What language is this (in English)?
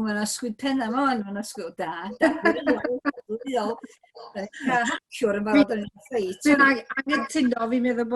Welsh